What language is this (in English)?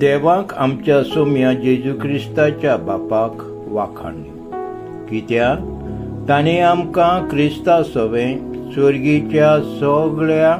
Konkani